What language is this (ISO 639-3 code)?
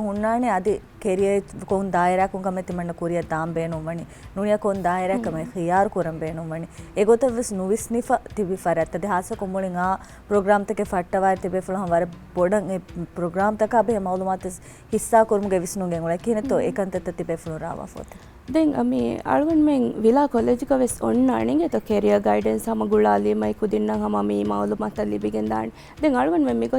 div